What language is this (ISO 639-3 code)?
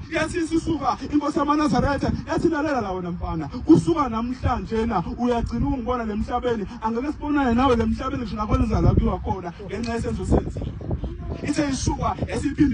zul